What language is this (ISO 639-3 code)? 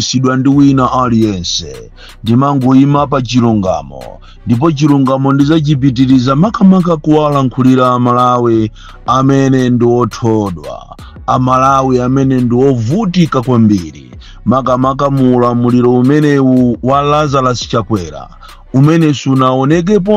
nya